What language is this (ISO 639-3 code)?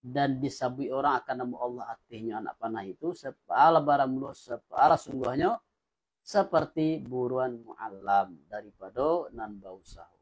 min